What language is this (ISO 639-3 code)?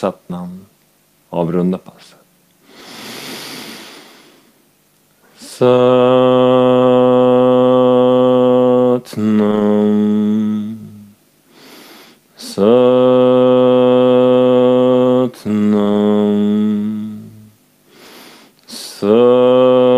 swe